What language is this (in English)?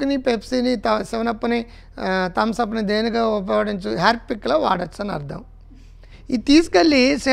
Telugu